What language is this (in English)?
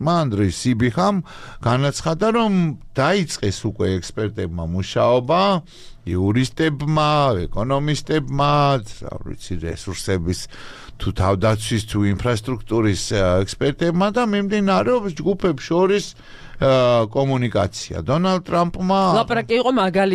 Georgian